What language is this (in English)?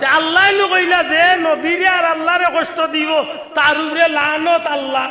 Sylheti